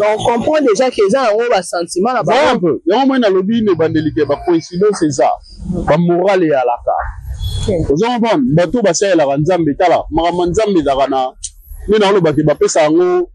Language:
Lingala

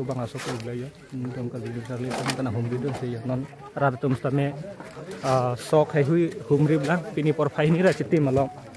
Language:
Karbi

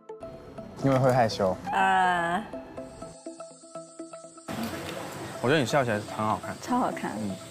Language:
Chinese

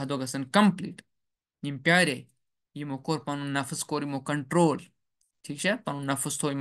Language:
Kashmiri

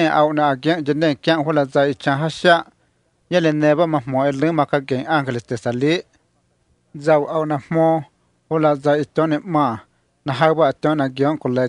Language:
Vietnamese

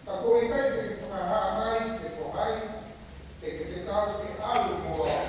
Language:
Tongan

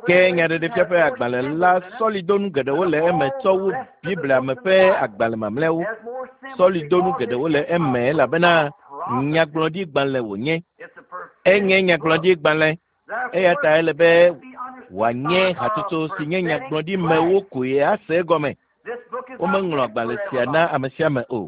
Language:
Ewe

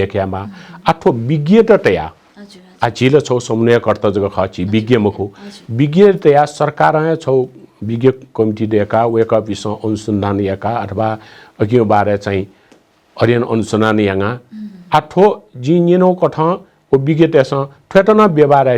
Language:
Newari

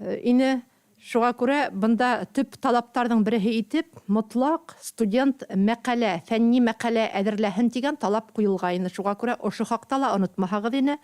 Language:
Bashkir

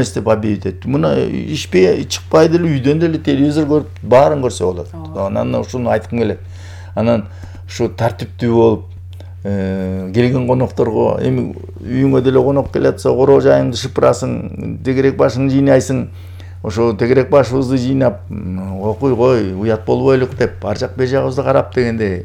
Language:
Kyrgyz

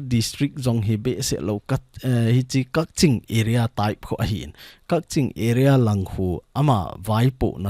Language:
Thado Chin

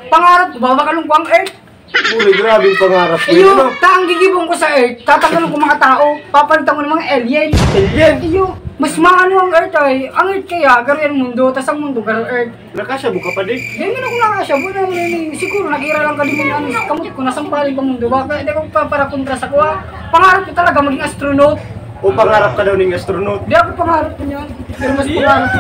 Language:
Bikol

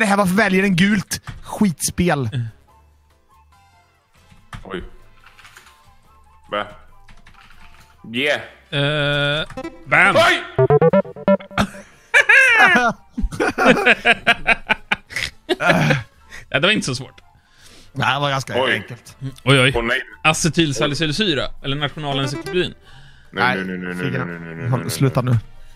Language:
Swedish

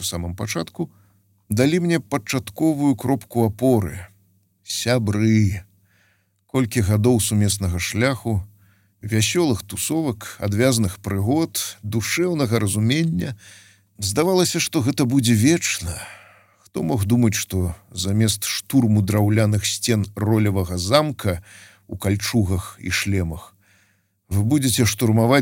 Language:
Belarusian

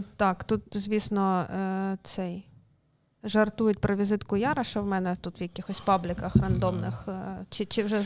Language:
Ukrainian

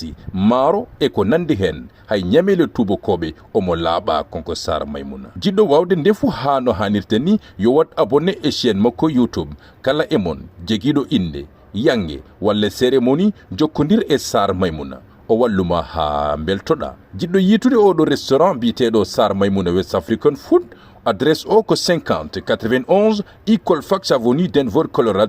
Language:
Fula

